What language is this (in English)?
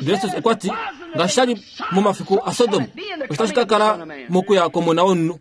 Kuanyama